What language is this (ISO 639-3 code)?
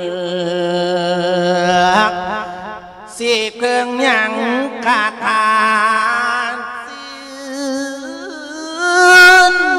tha